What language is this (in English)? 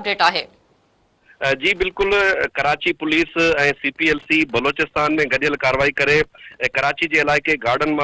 Sindhi